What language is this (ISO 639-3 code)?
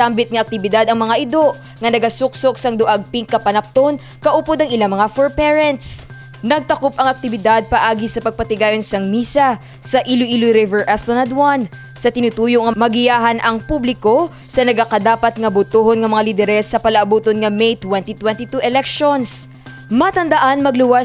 hil